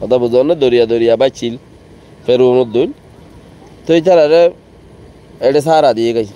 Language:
Rohingya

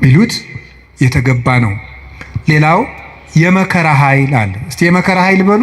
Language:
Amharic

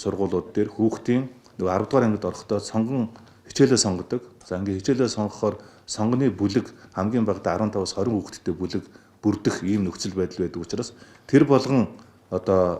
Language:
Mongolian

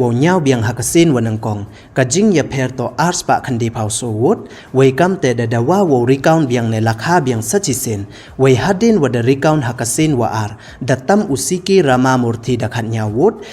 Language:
Pnar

